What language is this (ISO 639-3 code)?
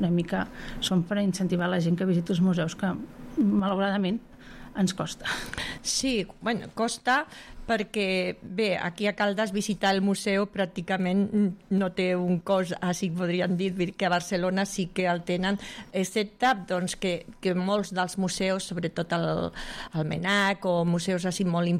cat